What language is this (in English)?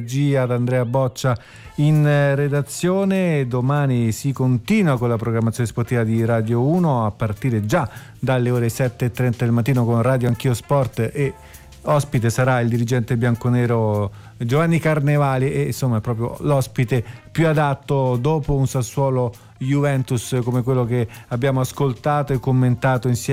Italian